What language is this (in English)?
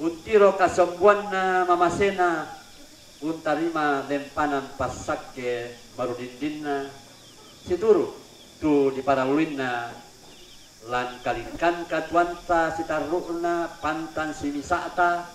Toraja-Sa'dan